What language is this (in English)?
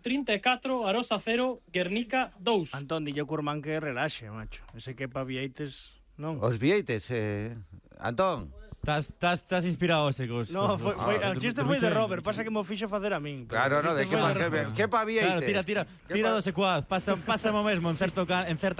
Galician